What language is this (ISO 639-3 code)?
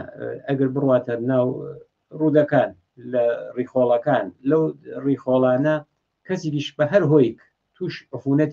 ckb